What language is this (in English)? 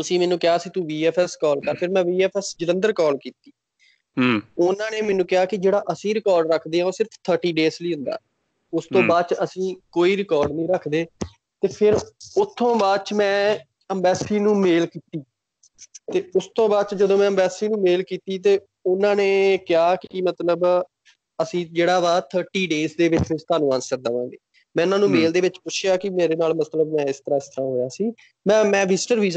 Punjabi